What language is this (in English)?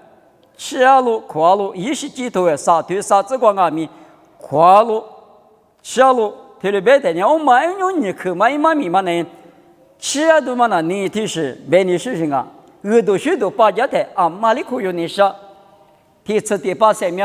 Lisu